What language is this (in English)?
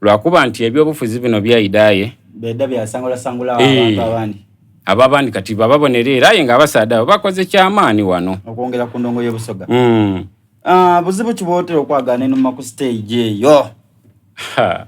Soga